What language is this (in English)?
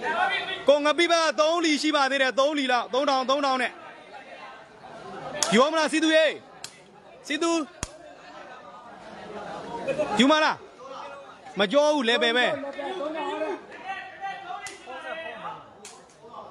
Burmese